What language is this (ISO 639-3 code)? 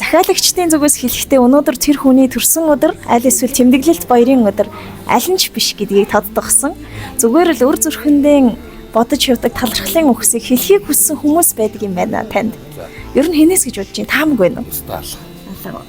mon